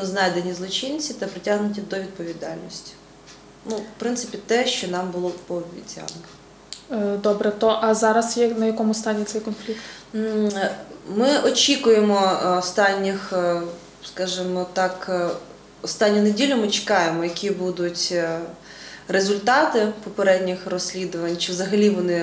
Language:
Ukrainian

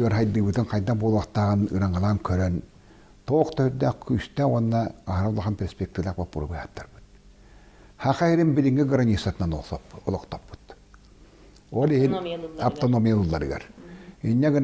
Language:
Yakut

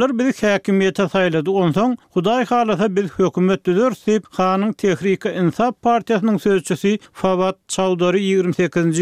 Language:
Turkmen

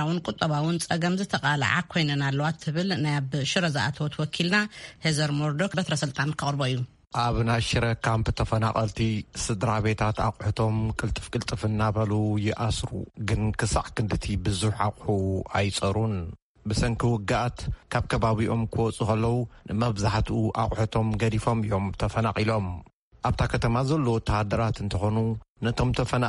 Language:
Tigrinya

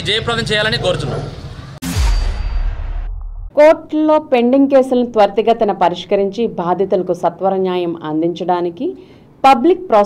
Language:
Telugu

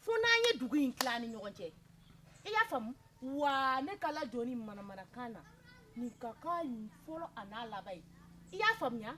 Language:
Bambara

